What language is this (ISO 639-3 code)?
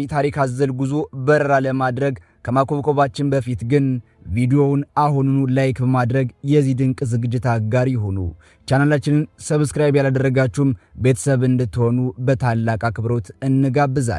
amh